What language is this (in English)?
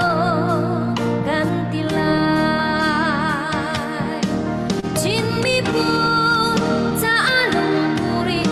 Falam Chin